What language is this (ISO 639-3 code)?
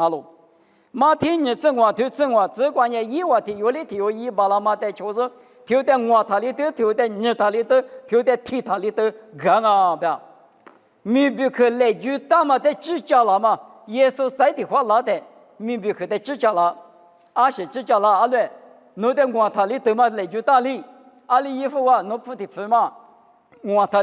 lis